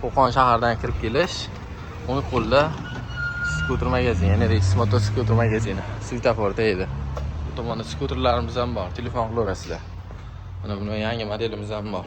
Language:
Uzbek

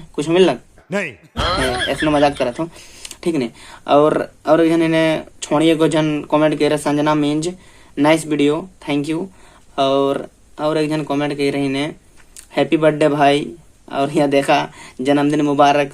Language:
Sadri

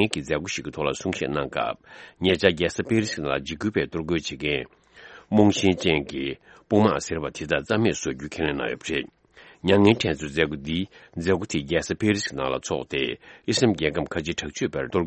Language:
Tibetan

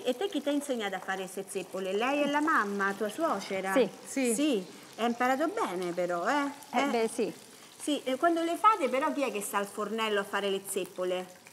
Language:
Italian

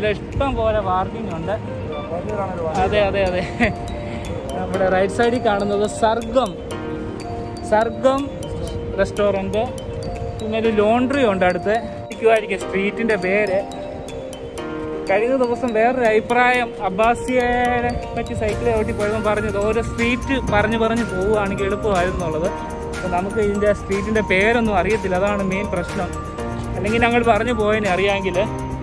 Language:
Malayalam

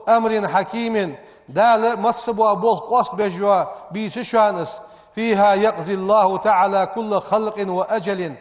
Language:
Ingush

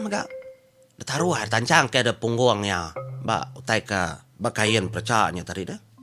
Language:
Iban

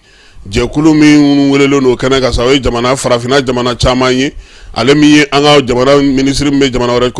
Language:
Bambara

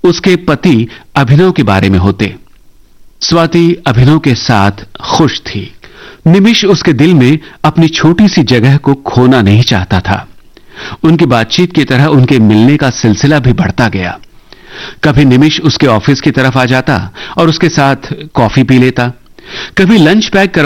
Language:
Hindi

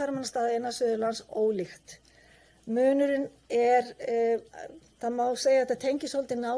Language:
Icelandic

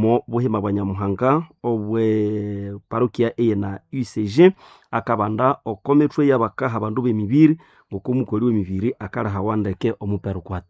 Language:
Nande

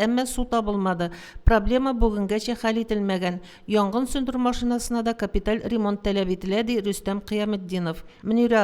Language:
Tatar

